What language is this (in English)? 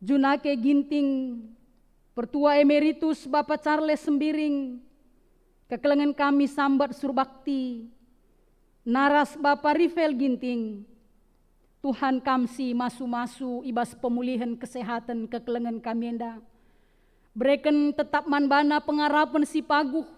Batak Karo